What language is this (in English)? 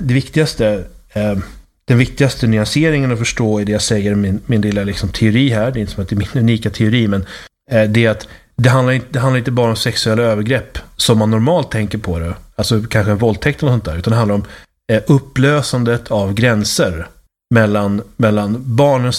Swedish